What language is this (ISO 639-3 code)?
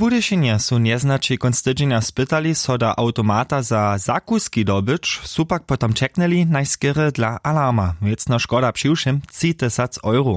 hsb